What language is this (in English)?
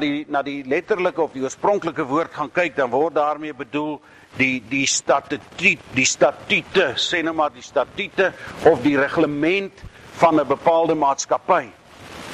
Afrikaans